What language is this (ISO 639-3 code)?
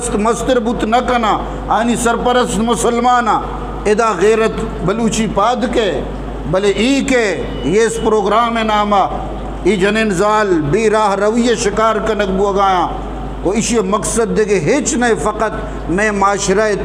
bgp